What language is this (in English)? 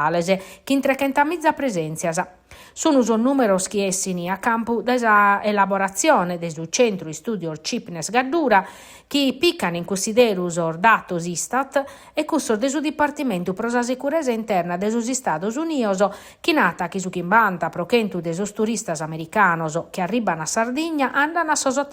Sardinian